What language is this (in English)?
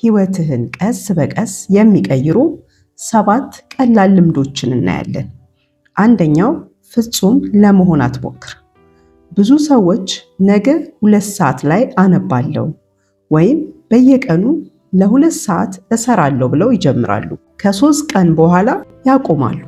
Amharic